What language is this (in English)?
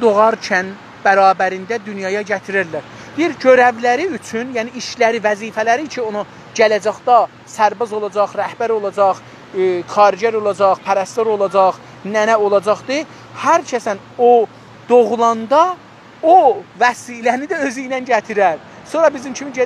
South Azerbaijani